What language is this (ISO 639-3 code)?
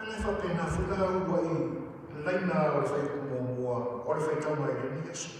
smo